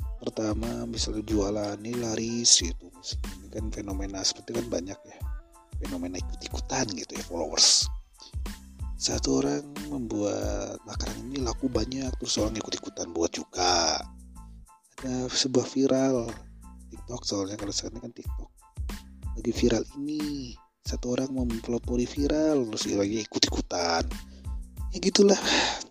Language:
Indonesian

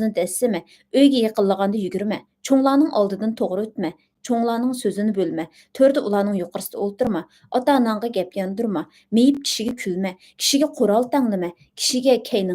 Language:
Uyghur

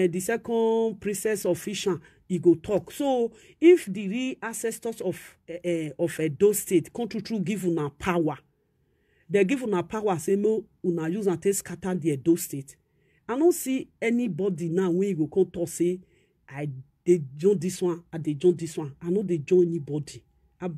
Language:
Nigerian Pidgin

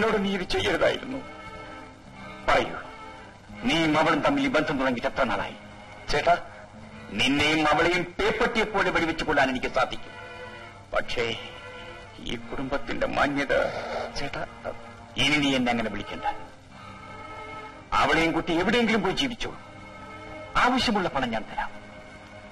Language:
Malayalam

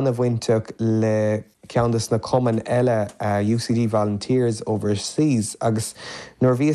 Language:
Irish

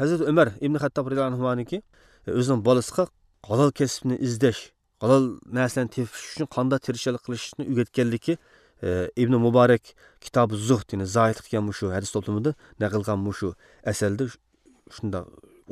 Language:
Uyghur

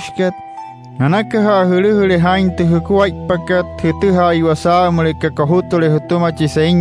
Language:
Wayuu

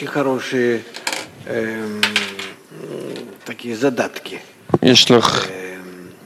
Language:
Hebrew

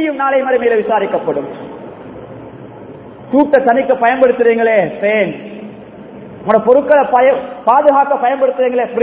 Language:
Tamil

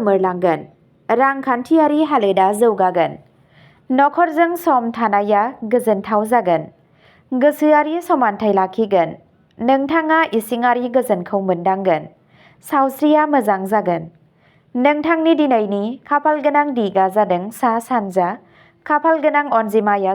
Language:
Bodo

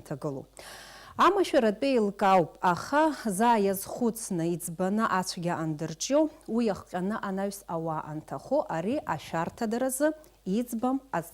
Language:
Abkhazian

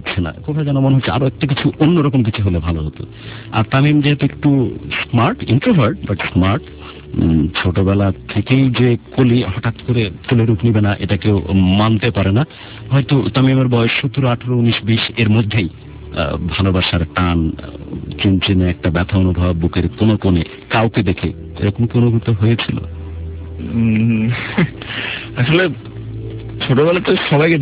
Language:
Bangla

